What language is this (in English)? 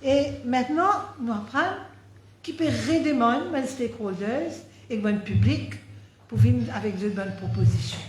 Morisyen